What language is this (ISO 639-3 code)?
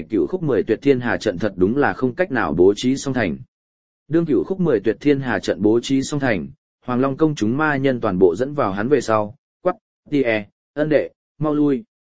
vie